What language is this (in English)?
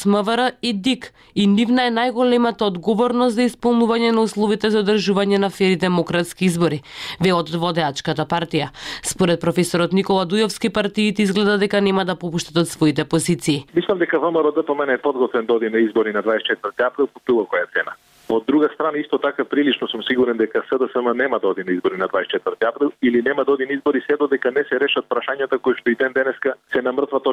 Macedonian